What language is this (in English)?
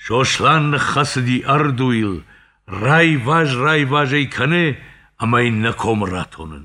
Ossetic